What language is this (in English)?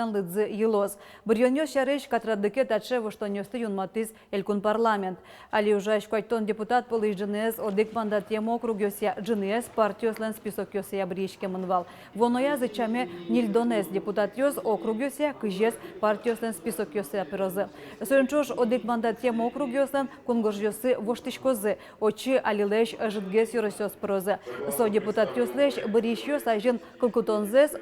Udmurt